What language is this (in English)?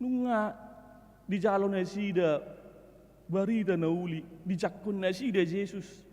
Batak Toba